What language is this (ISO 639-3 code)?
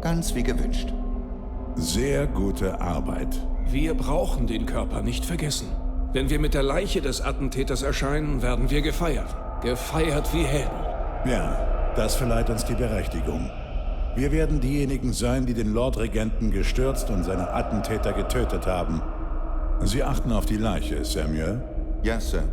bar